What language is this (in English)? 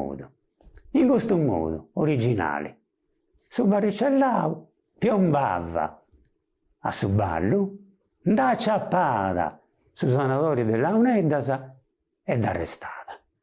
Sardinian